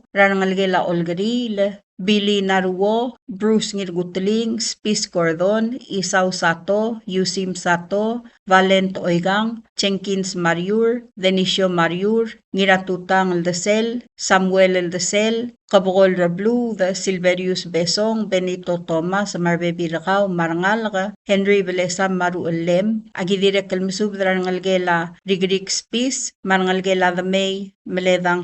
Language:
Palauan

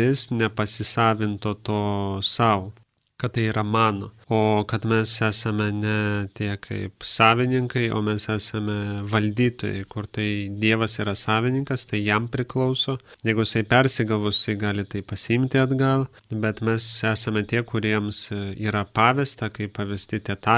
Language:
Lithuanian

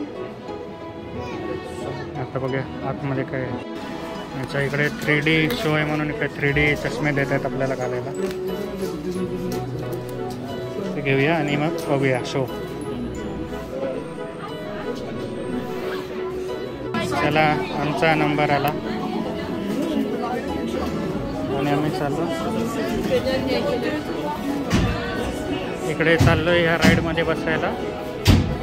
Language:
Marathi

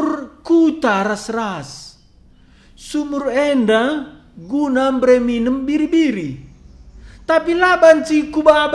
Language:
Batak Karo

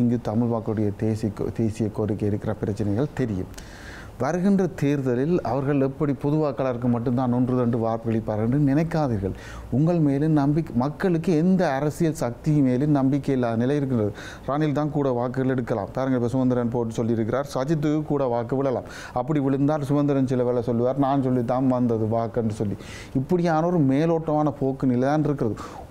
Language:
Tamil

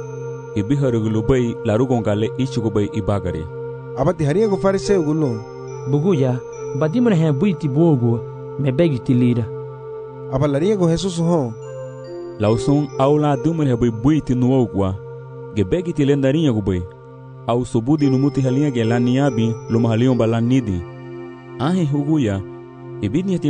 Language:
Garifuna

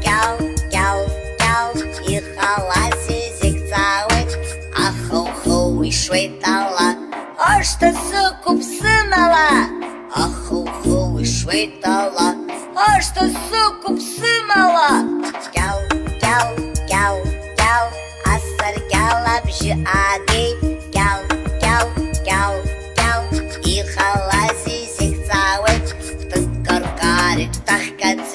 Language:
Abkhazian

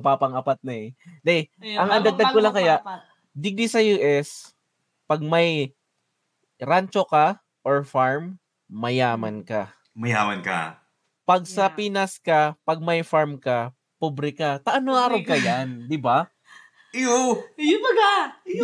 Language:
Bikol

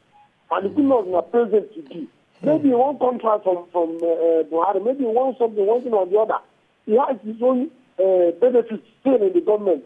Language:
Nigerian Pidgin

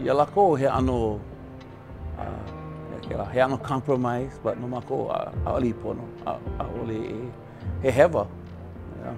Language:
Hawaiian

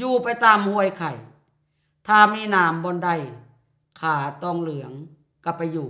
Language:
Lao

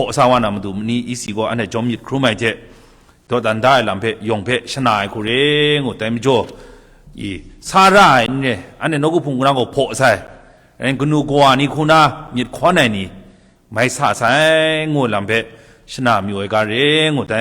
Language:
Kachin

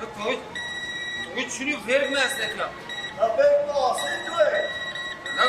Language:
Zaza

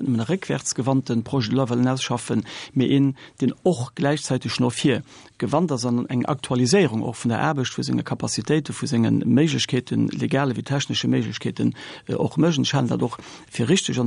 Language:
Luxembourgish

